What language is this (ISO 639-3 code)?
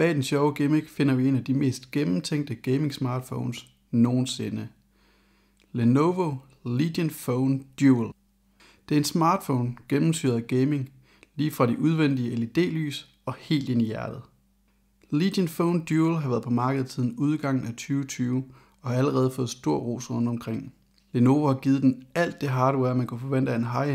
dan